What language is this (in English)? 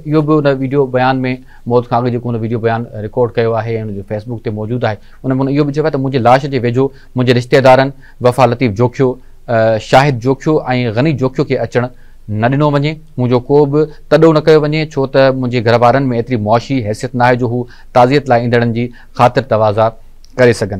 Sindhi